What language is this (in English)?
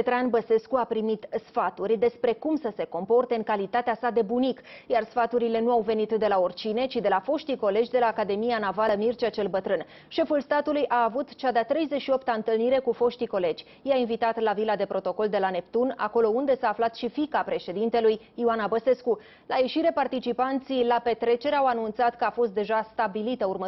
Romanian